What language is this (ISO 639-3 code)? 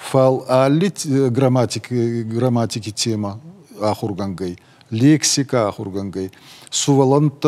oss